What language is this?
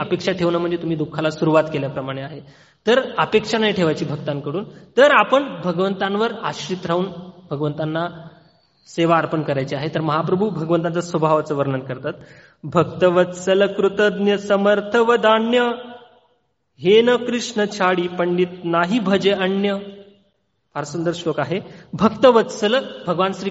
Marathi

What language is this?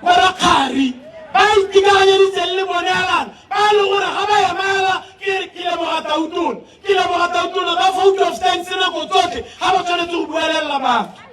Tswana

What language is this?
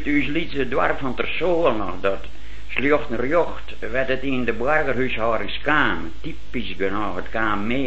Dutch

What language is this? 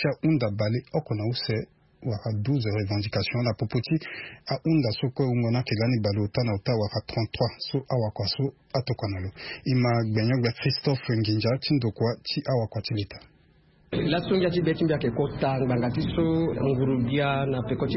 Sango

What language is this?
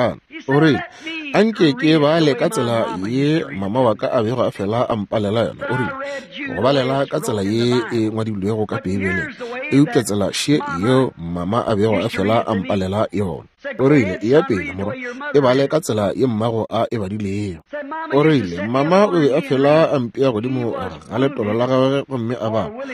Northern Sotho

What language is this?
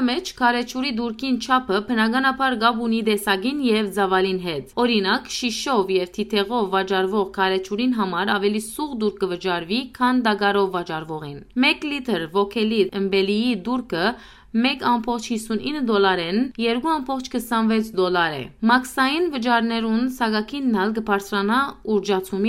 Western Armenian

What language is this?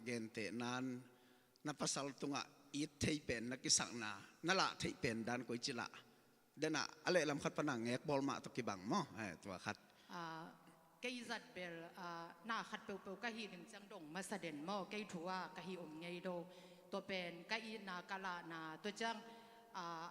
Tedim Chin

